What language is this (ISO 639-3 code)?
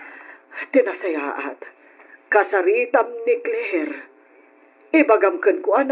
ilo